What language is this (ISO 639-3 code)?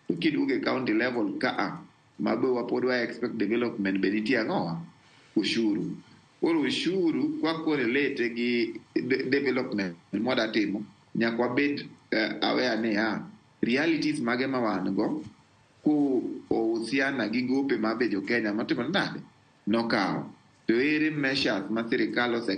luo